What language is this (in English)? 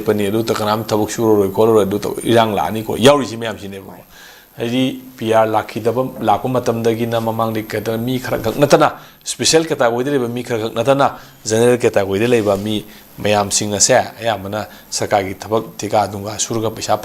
Manipuri